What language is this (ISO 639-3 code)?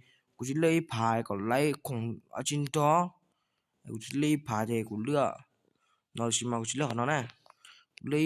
hmn